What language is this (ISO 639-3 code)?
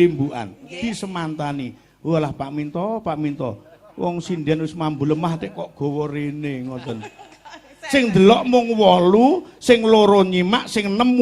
jav